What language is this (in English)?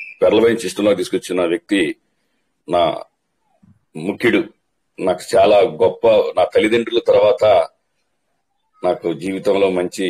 Telugu